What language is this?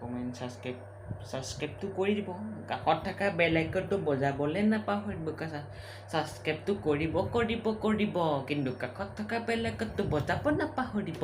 Assamese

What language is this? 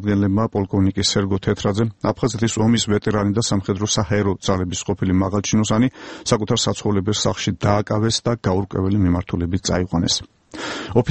Georgian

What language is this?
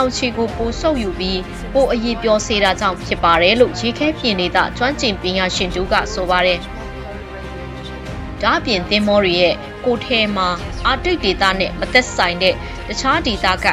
Burmese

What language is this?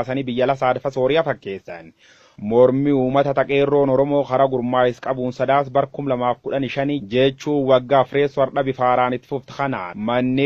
Oromo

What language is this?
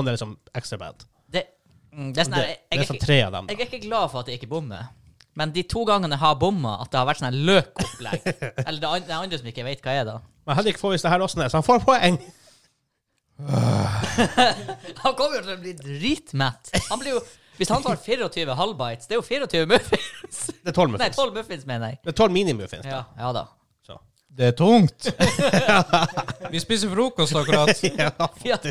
Norwegian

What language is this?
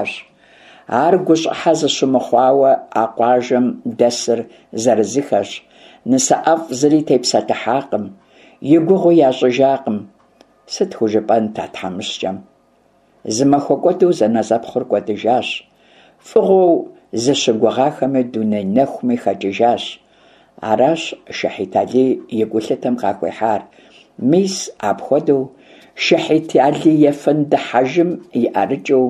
Kabardian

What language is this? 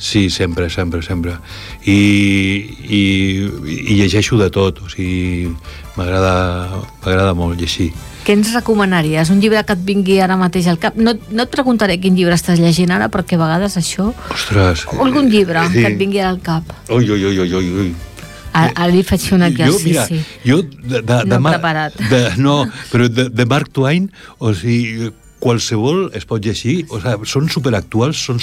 Catalan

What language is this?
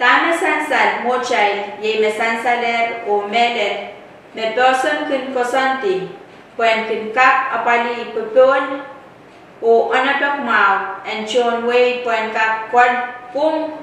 Pohnpeian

